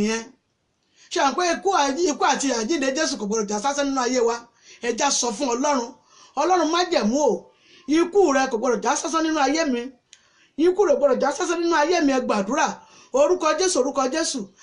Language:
Yoruba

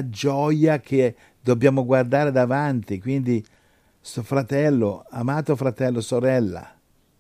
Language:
Italian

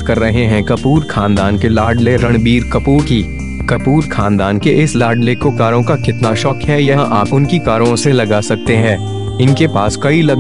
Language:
Hindi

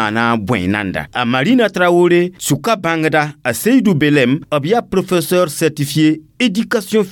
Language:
Mossi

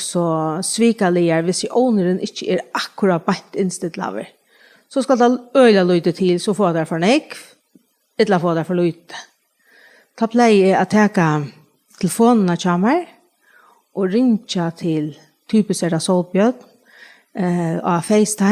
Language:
Faroese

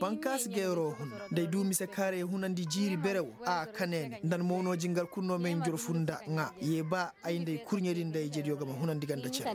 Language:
Koyraboro Senni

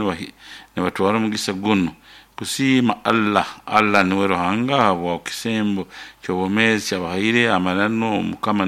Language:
Nyoro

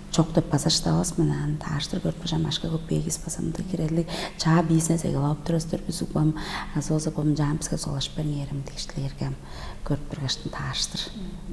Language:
Tuvinian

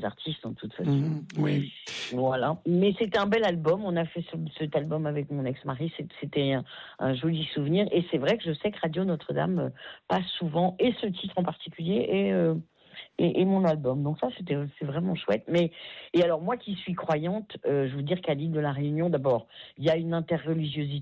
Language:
French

